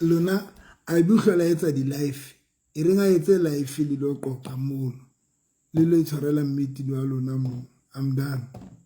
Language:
Southern Sotho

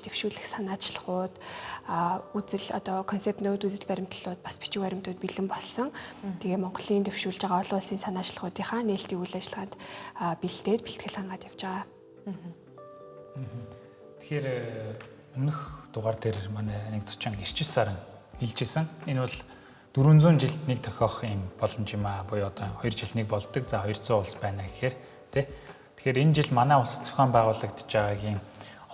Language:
Mongolian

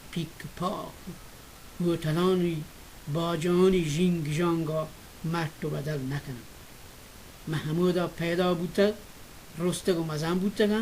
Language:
Baluchi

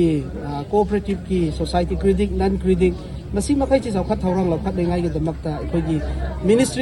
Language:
Manipuri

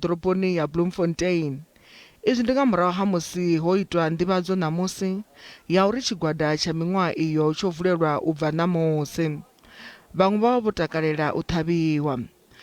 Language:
Venda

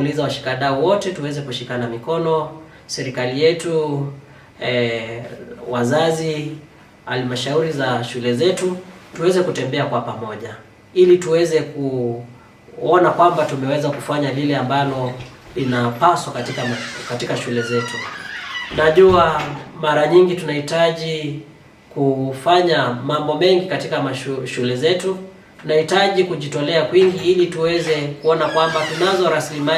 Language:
Swahili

